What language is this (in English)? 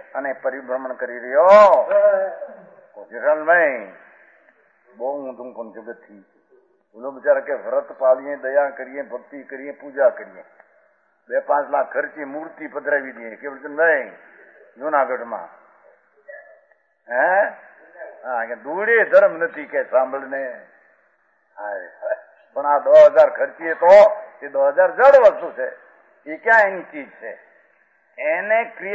Gujarati